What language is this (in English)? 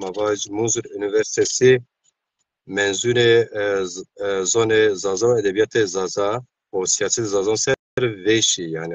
Zaza